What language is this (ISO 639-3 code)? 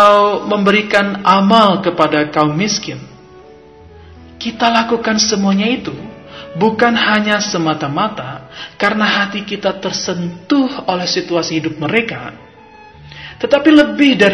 ind